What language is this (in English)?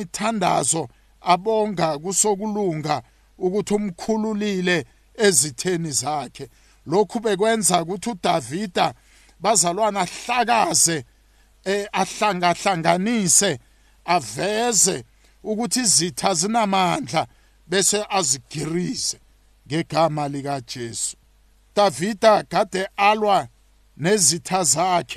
South Ndebele